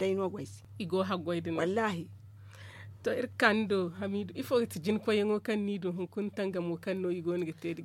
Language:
Zarma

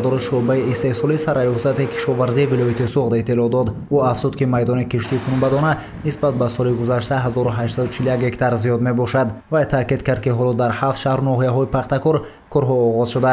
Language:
Tajik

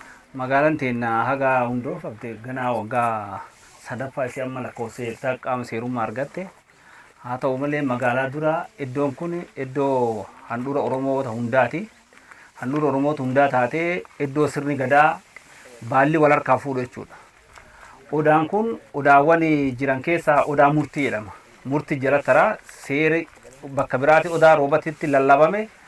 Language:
Oromo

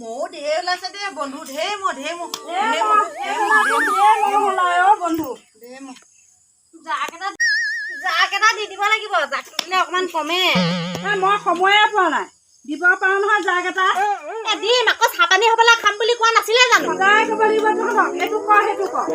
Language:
Assamese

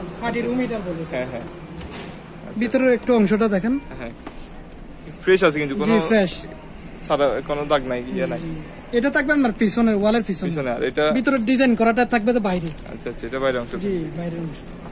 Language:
Bangla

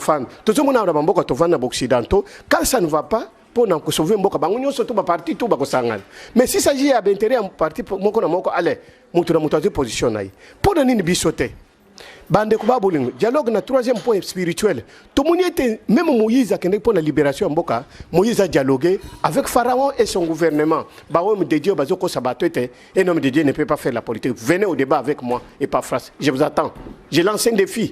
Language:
Lingala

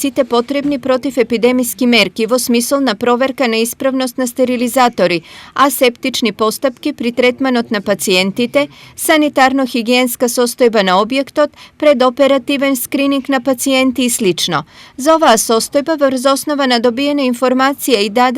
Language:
Macedonian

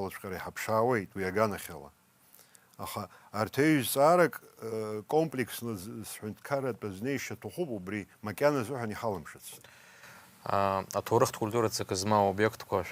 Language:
Abkhazian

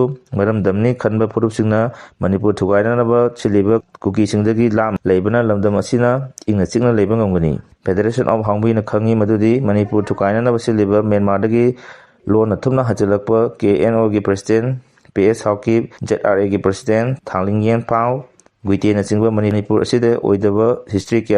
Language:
Manipuri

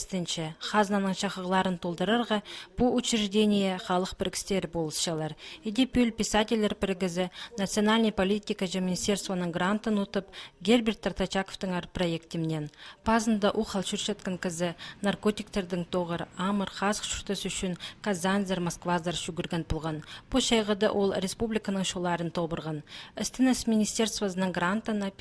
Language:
Khakas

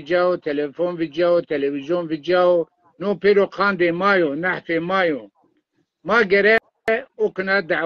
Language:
Zaza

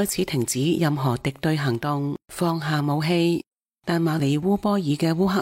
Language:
Cantonese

